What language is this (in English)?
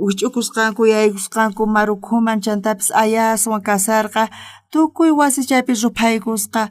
South Bolivian Quechua